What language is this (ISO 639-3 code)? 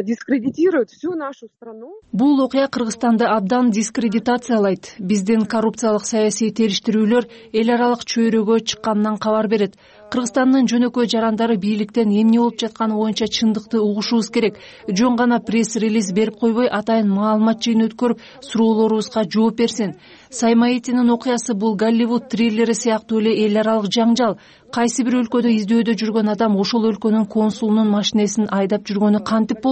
kir